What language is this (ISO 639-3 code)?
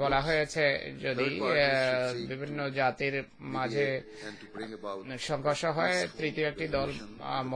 ben